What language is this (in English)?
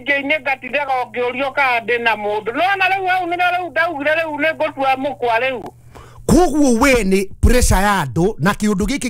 Kikuyu